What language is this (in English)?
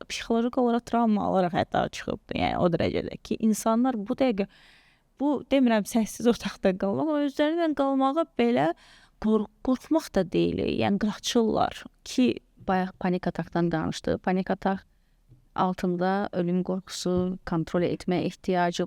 Azerbaijani